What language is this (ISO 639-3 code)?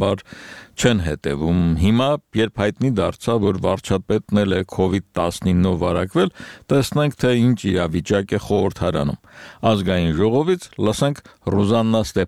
hye